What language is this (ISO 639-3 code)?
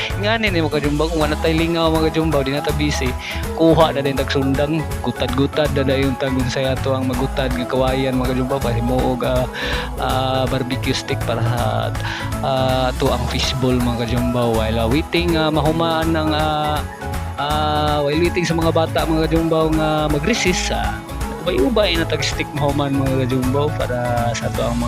ceb